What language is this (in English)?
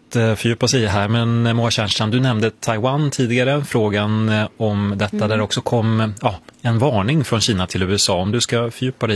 Swedish